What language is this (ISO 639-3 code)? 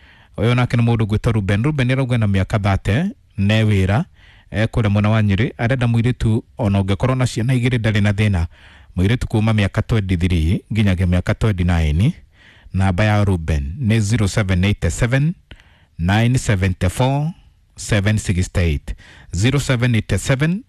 kik